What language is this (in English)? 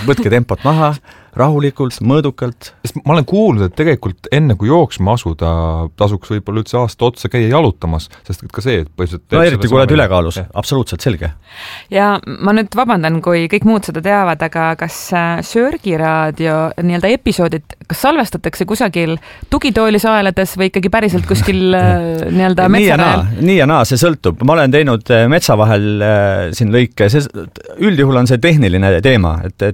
Estonian